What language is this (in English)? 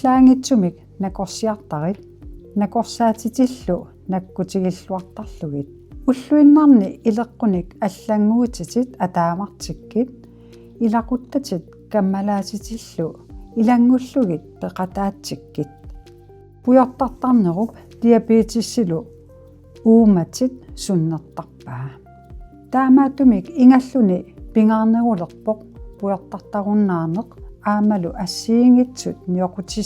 Kalaallisut